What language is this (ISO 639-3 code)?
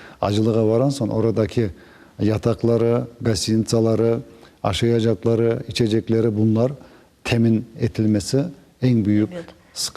crh